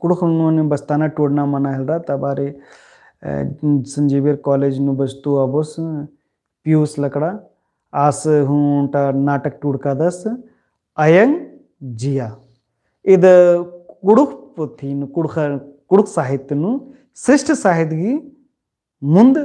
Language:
Kurukh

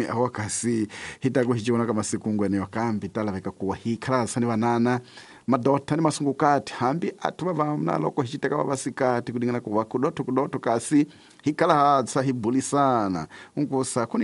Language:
Tsonga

